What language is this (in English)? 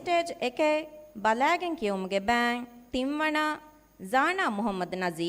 Divehi